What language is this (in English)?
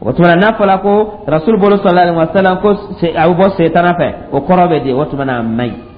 Dyula